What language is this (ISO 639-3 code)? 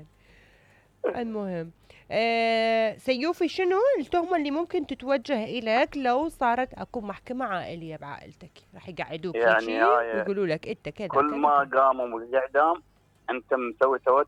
acm